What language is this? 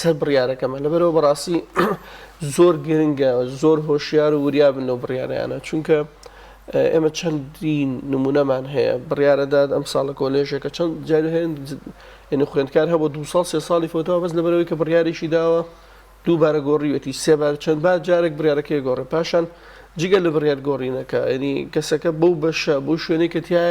Central Kurdish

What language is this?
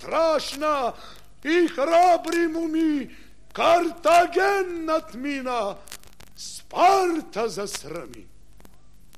Bulgarian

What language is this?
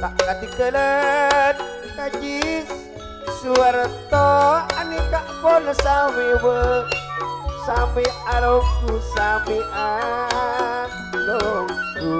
Madurese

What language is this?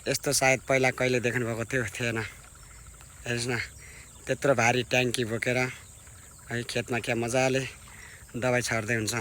Nepali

